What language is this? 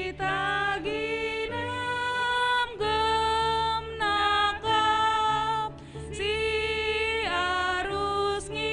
Batak Karo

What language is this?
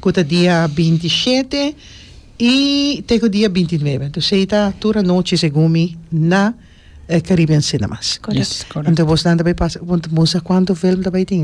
Papiamento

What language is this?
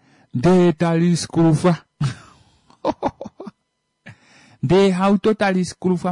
Kuanyama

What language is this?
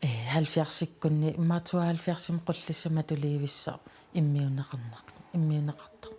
Kalaallisut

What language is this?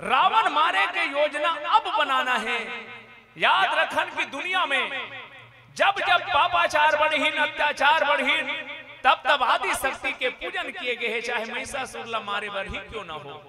Chhattisgarhi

